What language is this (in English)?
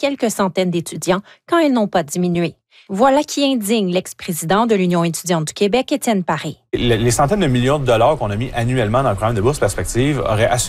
French